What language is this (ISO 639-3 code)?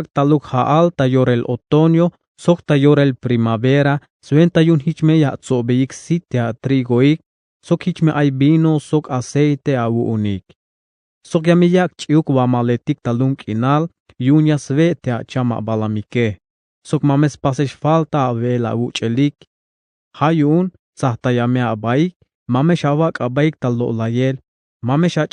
tzh